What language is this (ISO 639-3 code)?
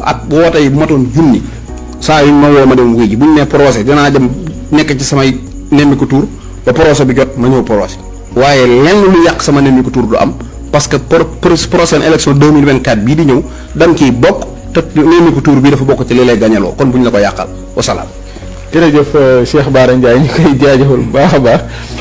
wol